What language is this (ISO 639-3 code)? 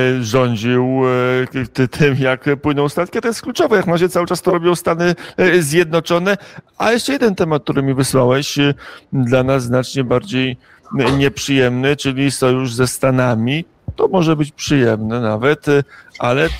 pol